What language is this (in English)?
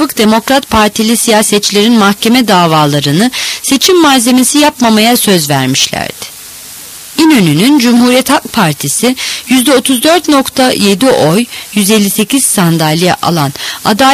Turkish